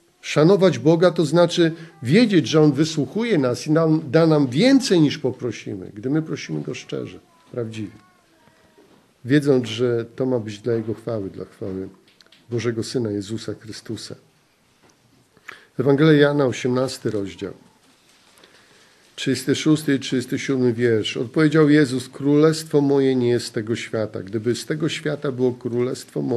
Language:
Polish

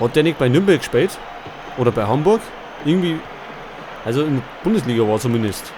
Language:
Bavarian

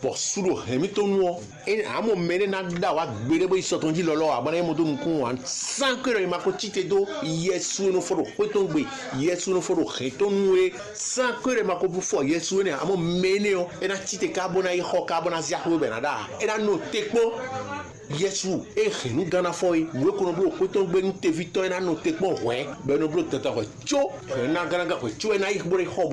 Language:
Fon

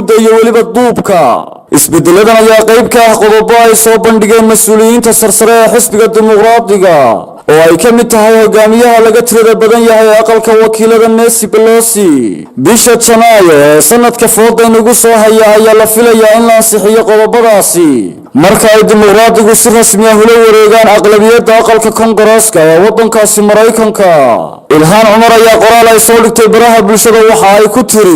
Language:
Somali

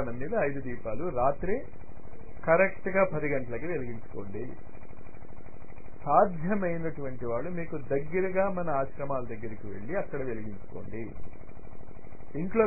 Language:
Telugu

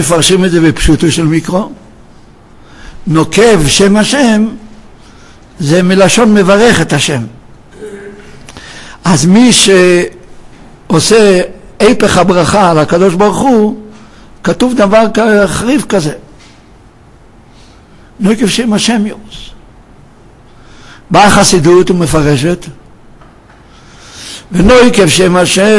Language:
Hebrew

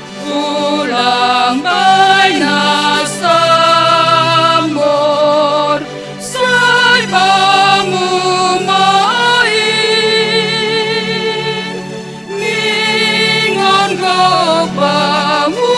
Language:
Batak Simalungun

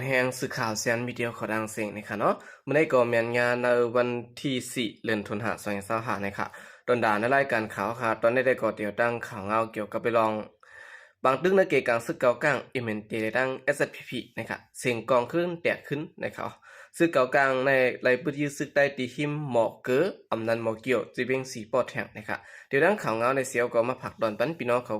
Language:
Shan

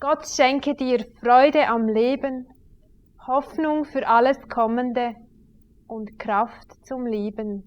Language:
Swiss German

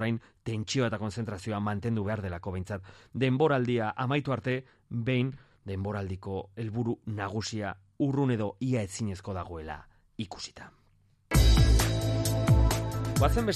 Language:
Basque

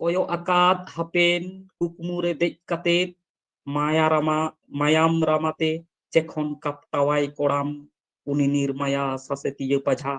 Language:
Santali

